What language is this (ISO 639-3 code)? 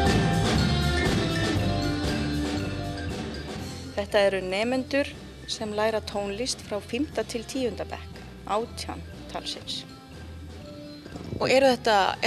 isl